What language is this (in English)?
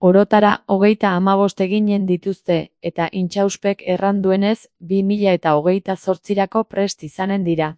Basque